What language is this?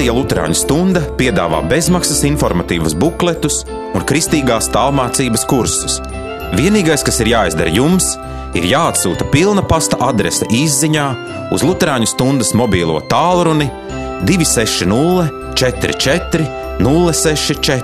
Latvian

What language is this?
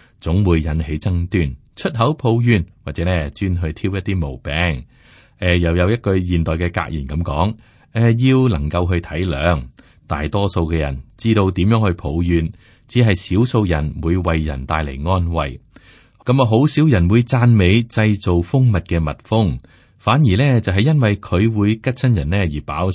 Cantonese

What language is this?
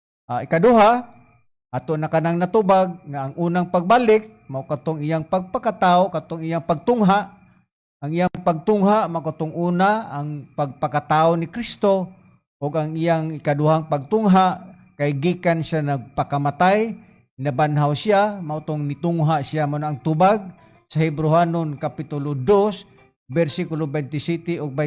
Cebuano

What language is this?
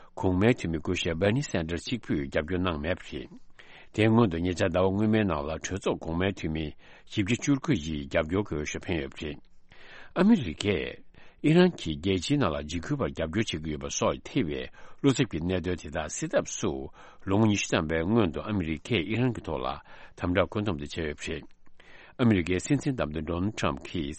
Tibetan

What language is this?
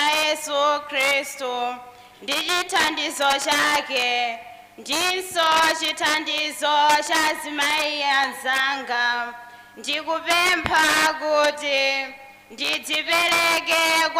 Nyanja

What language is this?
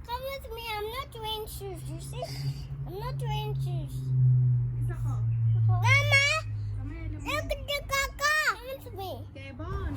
Tswana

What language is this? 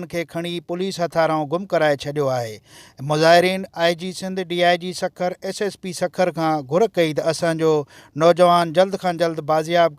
Sindhi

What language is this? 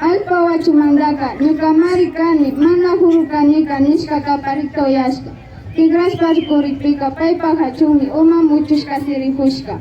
Imbabura Highland Quichua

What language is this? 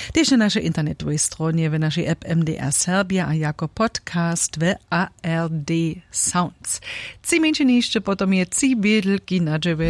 Upper Sorbian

